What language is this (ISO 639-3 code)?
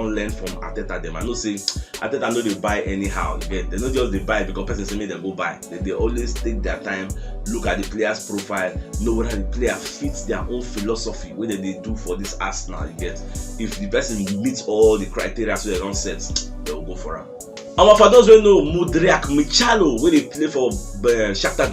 pcm